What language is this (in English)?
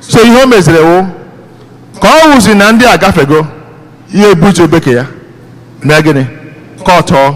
Igbo